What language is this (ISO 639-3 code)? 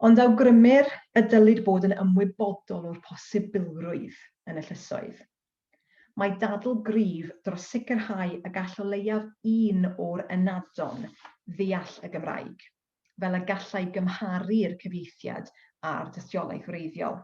cym